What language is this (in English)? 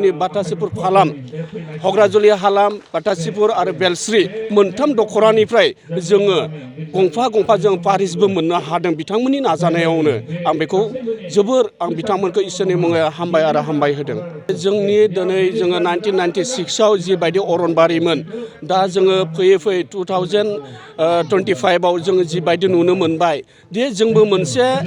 Bodo